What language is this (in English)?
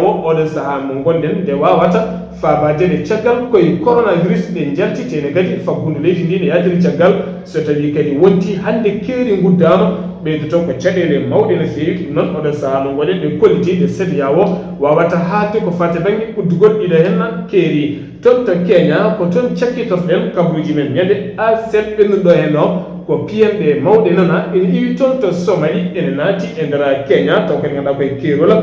Fula